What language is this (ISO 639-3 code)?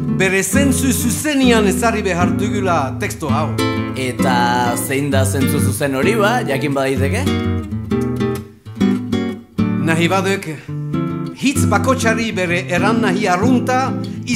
eus